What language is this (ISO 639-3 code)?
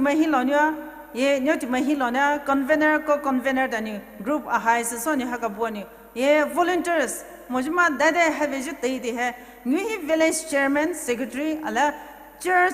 pmx